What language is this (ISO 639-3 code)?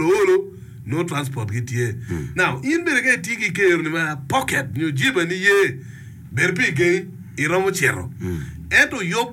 ach